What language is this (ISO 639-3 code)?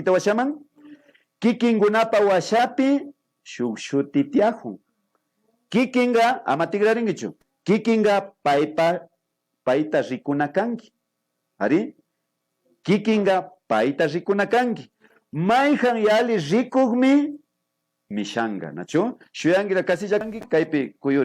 qvi